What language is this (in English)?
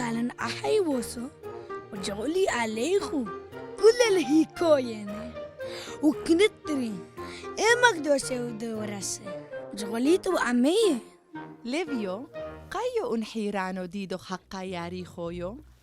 Turoyo